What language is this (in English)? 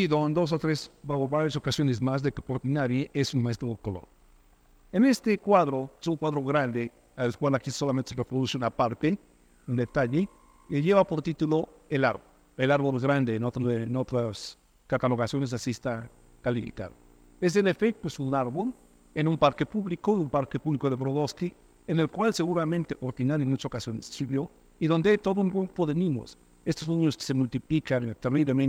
Spanish